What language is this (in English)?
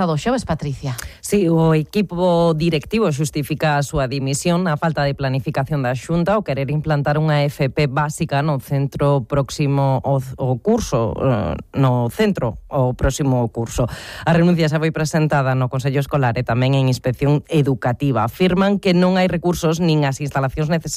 Galician